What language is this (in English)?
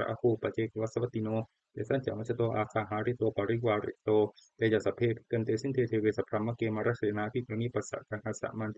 Pali